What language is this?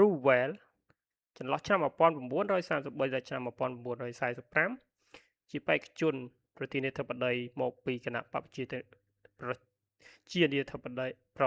Khmer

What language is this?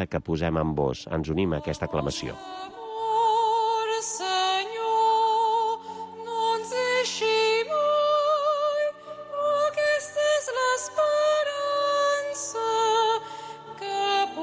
Catalan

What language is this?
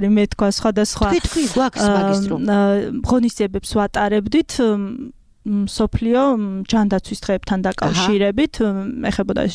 Georgian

